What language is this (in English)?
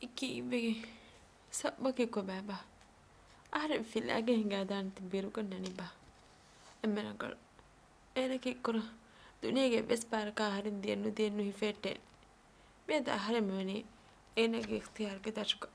Divehi